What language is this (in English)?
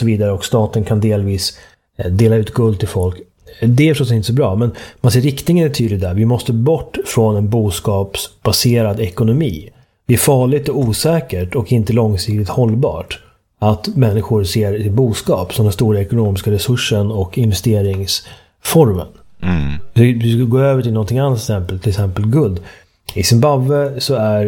Swedish